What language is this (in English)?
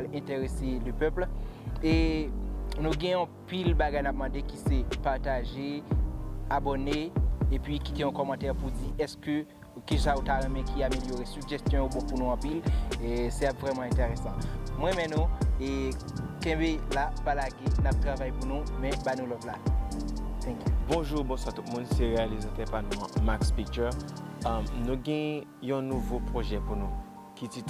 Haitian Creole